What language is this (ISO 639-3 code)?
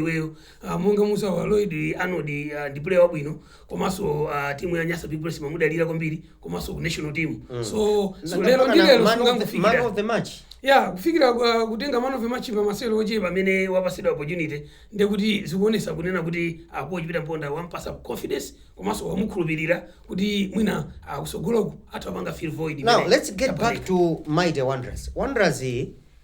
nya